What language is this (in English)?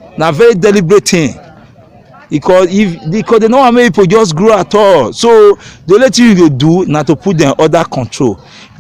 Nigerian Pidgin